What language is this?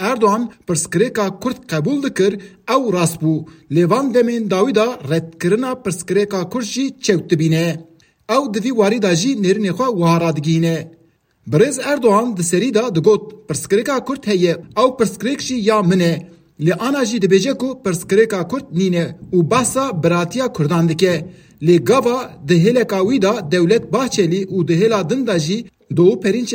Kurdish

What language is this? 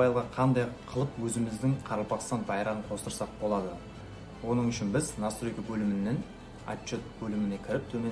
Kara-Kalpak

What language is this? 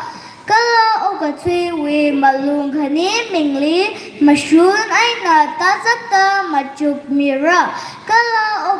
Tangkhul Naga (India)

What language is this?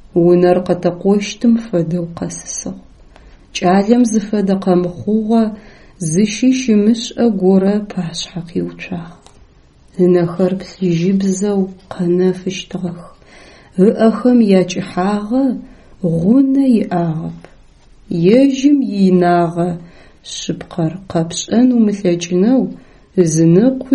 Adyghe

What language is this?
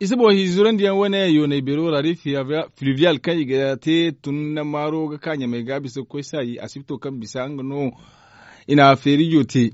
Zarma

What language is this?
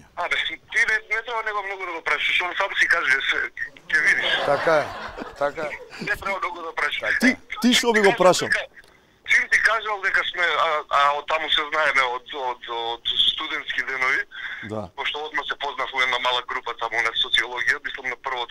Macedonian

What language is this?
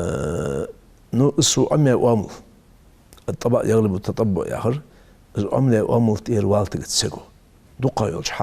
Ingush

